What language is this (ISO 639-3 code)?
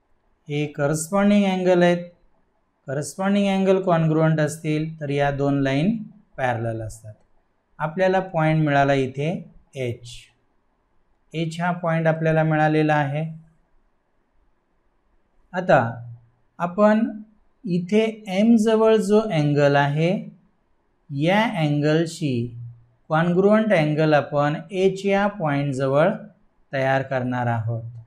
mar